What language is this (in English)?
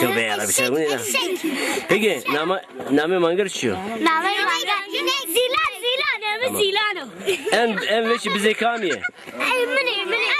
Zaza